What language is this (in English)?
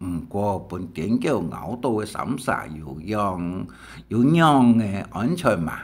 Hakka Chinese